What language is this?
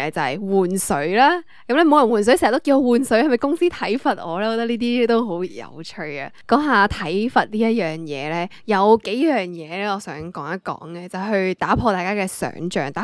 Cantonese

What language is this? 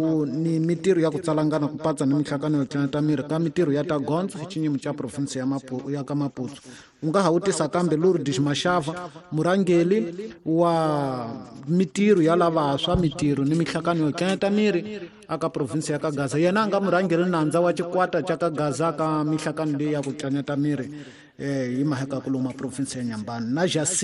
Tsonga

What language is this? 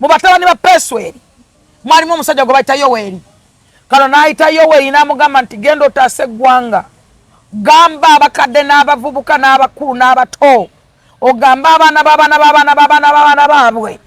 Ganda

